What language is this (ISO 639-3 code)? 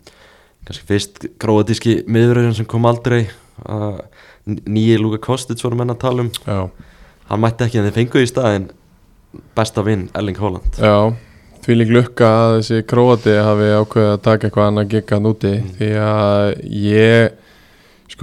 isl